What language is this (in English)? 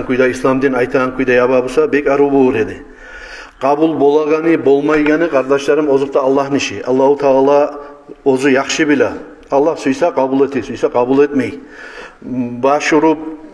Kumyk